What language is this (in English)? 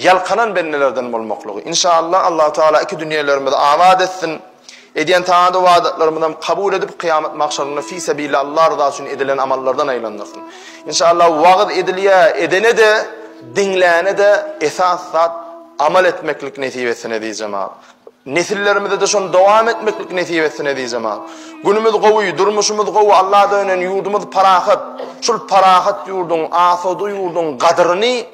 Turkmen